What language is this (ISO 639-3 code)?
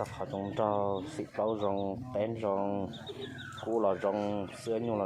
hmn